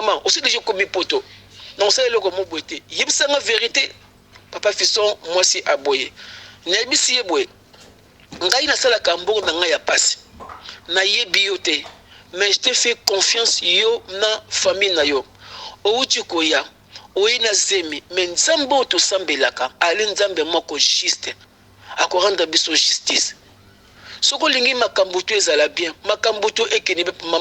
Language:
Lingala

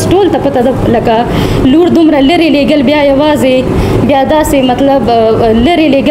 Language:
Pashto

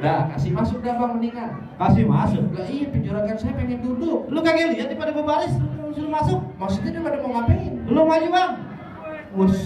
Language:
Betawi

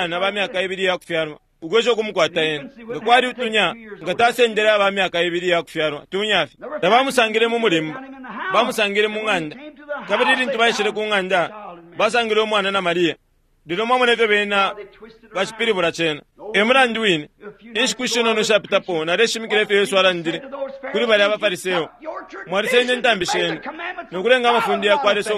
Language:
Bemba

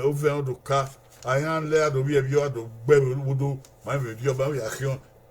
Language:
Bini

